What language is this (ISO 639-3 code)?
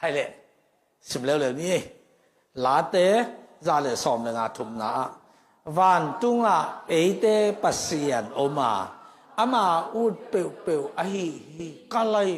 ctd